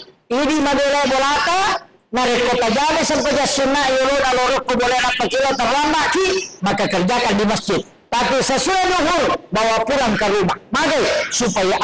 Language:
Buginese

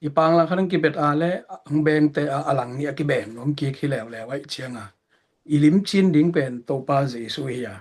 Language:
Tedim Chin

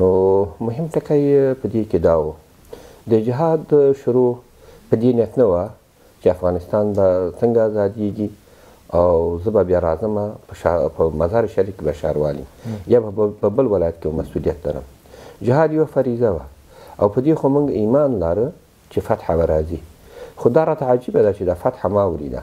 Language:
Pashto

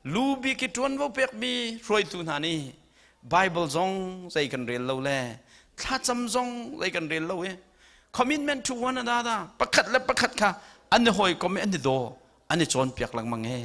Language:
Hakha Chin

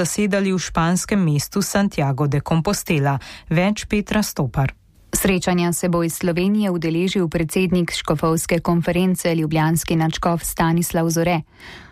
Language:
Slovenian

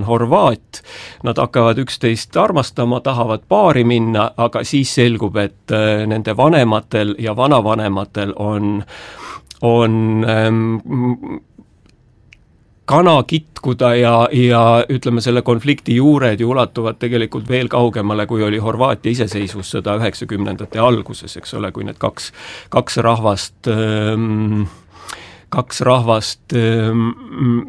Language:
Estonian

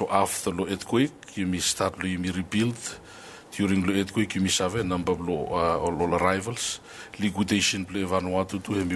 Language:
Bislama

